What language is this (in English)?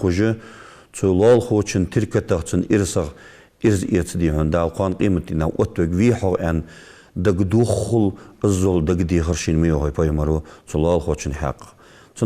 Ingush